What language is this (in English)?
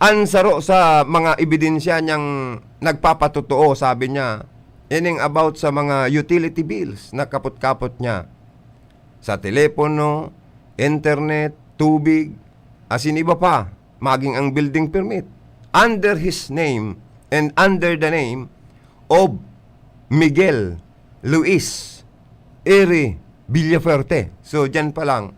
Bikol